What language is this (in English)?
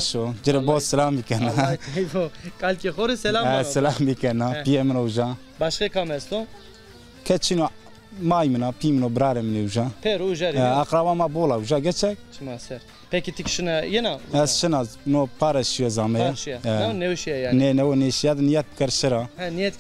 Zaza